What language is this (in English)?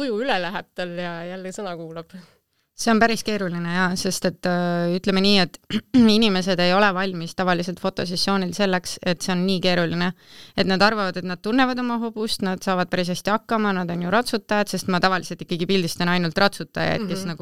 Estonian